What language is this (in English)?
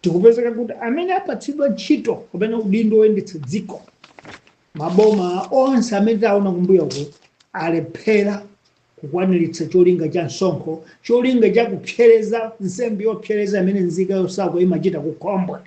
Nyanja